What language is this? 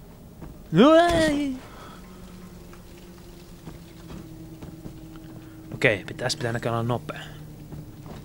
Finnish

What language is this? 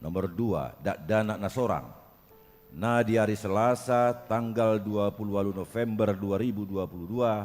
Batak Toba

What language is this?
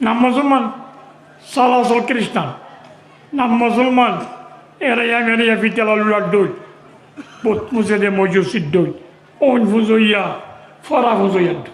Rohingya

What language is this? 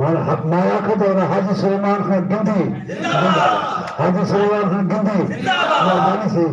Saraiki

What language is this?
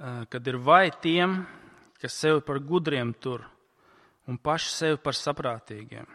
Latvian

